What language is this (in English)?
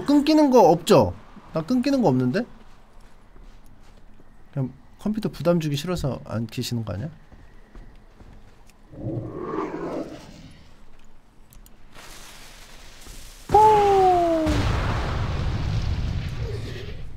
Korean